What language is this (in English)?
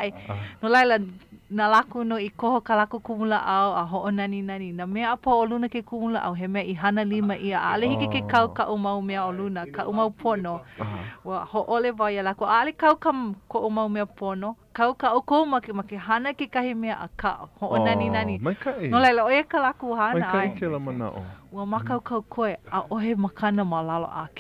Hawaiian